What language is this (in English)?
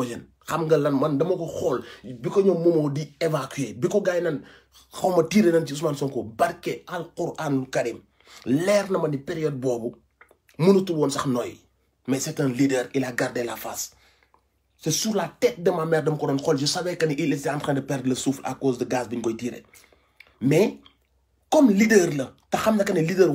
Wolof